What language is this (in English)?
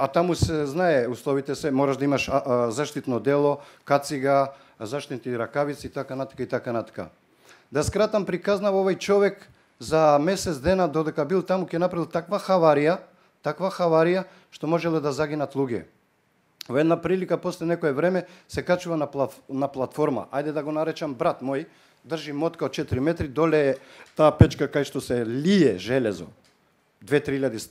Macedonian